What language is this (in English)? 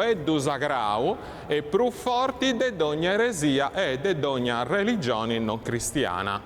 Sardinian